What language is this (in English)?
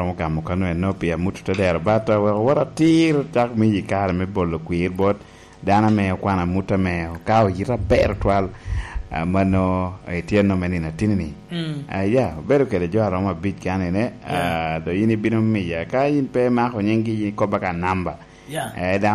Lango (Uganda)